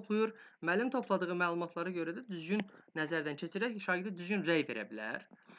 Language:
Azerbaijani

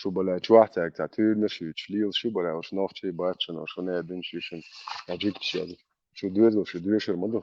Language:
Chechen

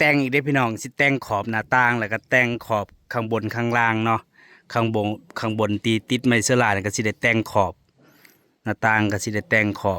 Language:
Northeastern Thai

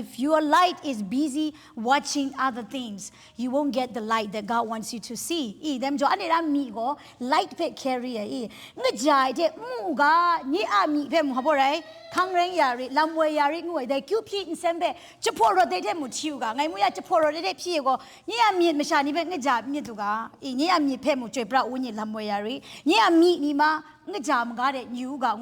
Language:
Kachin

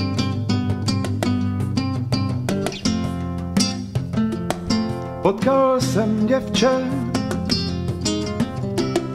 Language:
Czech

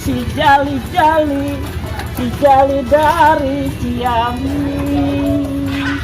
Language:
Betawi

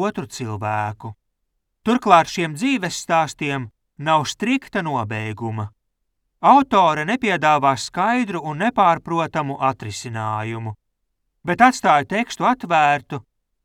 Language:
Latvian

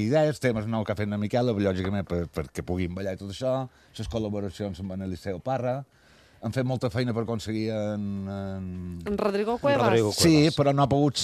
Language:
Catalan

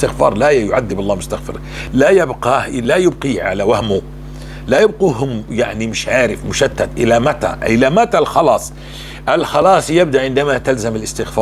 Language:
North Levantine Arabic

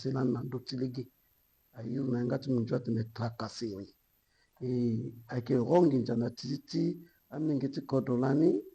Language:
Sango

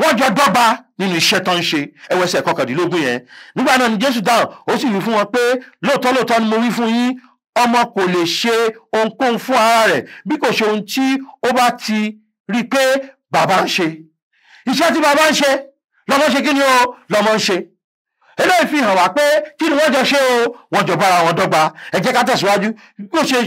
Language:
Yoruba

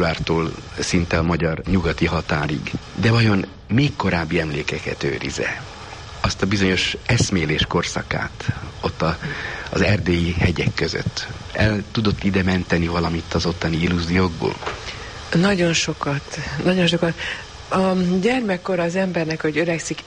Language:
Hungarian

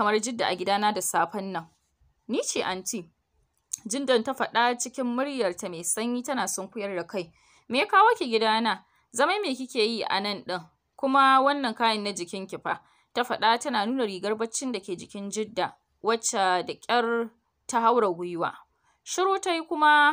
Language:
Hausa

